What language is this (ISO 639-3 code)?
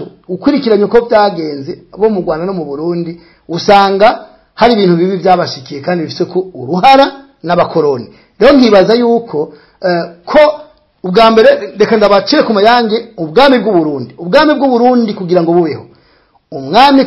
run